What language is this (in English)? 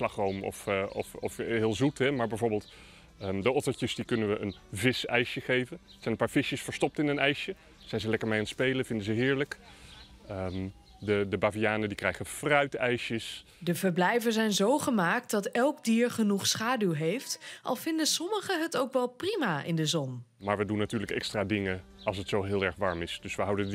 Dutch